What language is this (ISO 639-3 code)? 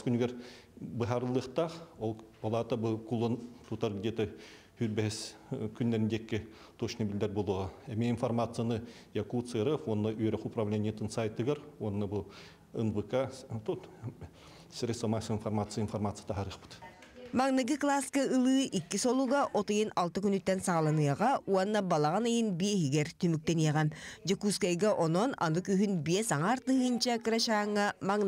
sah